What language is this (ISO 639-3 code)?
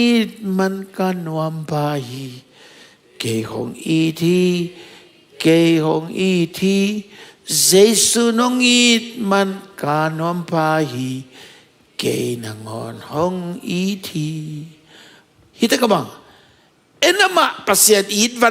ctd